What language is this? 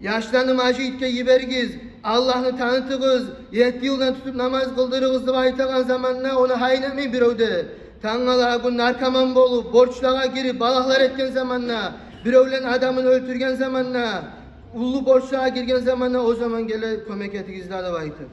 Kumyk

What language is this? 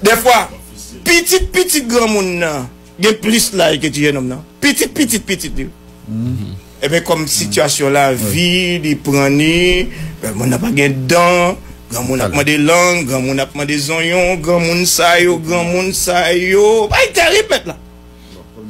Haitian Creole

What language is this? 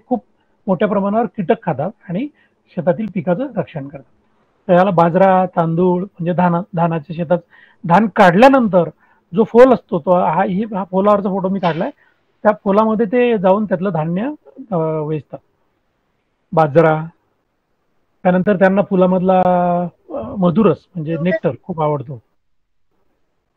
Marathi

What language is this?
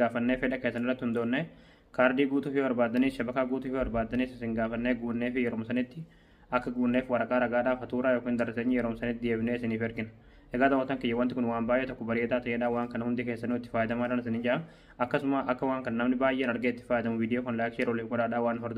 Oromo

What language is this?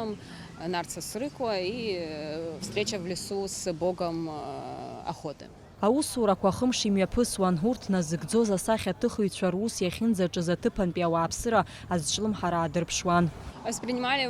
Abkhazian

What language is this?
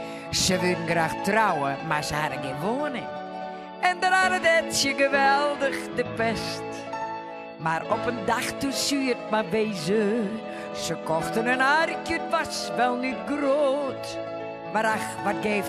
Western Frisian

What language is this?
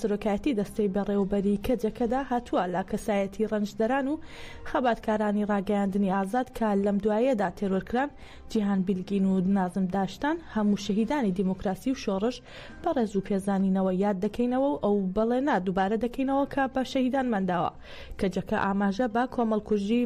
Central Kurdish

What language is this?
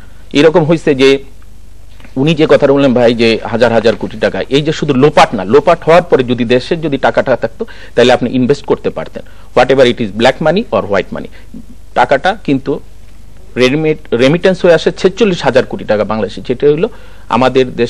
Bangla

